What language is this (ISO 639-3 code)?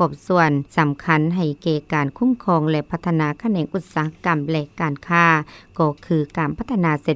lao